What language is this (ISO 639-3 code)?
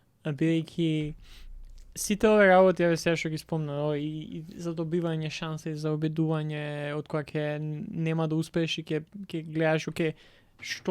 mkd